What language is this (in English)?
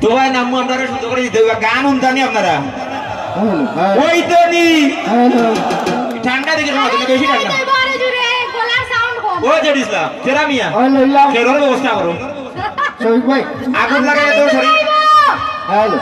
Sylheti